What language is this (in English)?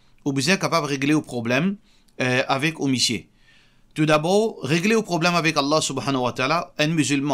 Morisyen